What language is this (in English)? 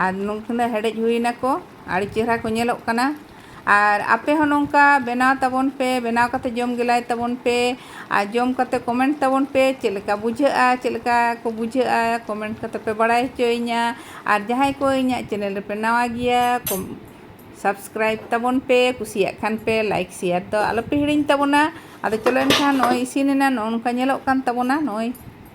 Santali